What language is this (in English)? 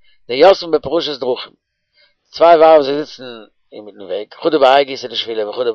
Yiddish